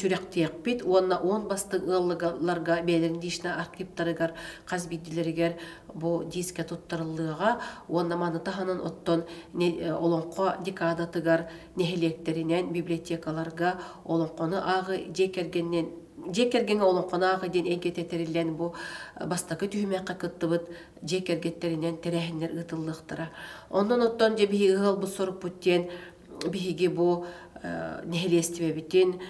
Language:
Yakut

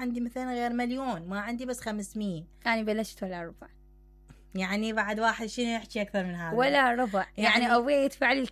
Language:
Mesopotamian Arabic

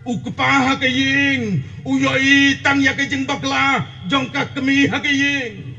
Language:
Khasi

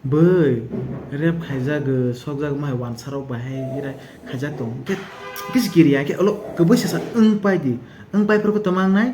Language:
Kok Borok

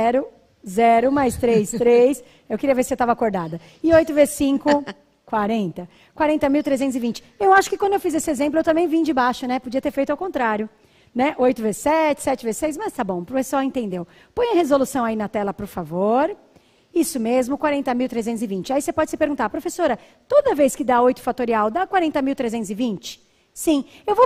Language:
Portuguese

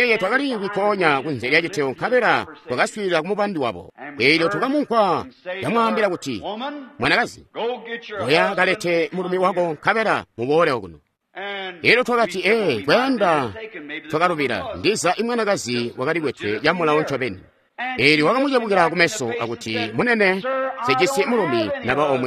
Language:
Tonga (Zambia)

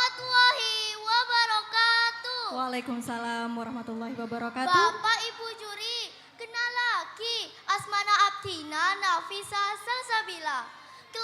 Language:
Madurese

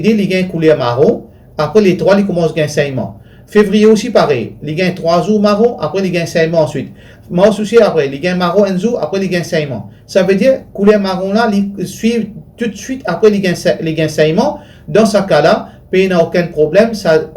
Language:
Morisyen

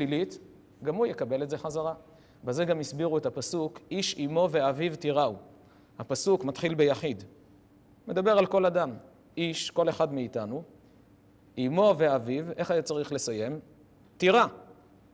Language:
Hebrew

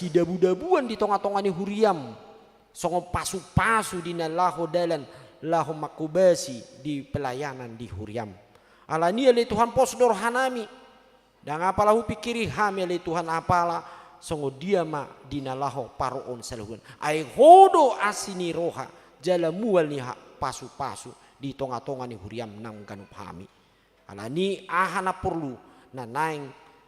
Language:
Batak Toba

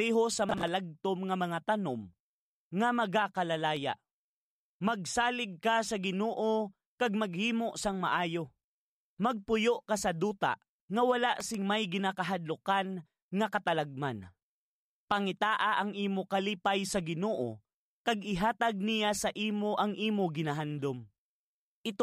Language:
Hiligaynon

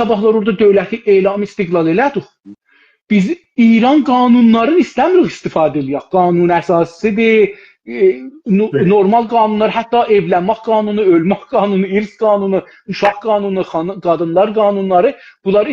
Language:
South Azerbaijani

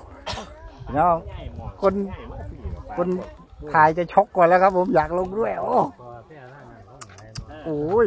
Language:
Thai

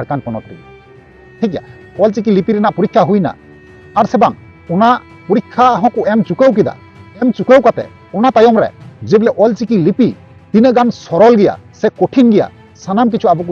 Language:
Santali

